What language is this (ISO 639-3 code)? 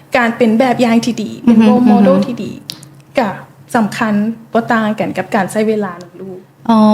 lao